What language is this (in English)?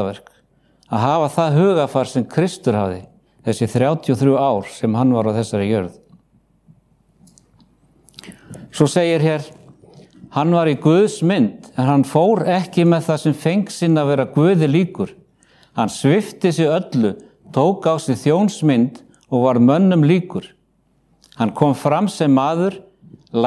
Icelandic